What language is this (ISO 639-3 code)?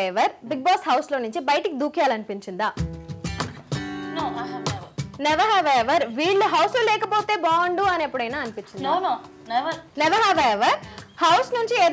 tel